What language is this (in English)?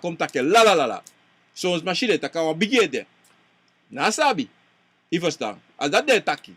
Sranan Tongo